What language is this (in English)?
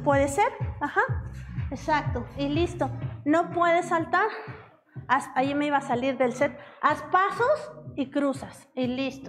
Spanish